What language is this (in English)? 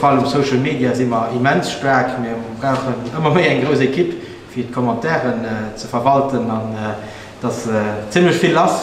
Luxembourgish